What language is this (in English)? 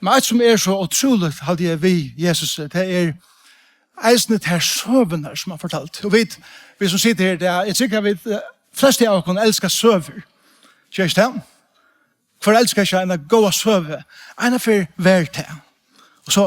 Faroese